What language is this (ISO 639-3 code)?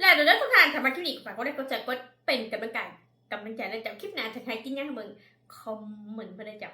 tts